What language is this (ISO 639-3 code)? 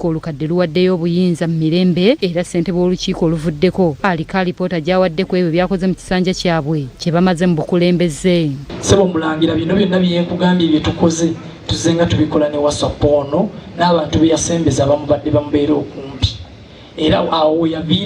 lug